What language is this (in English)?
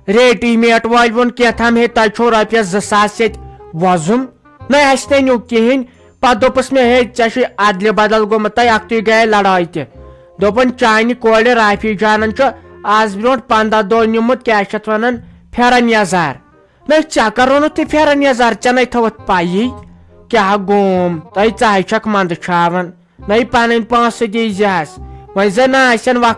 Kashmiri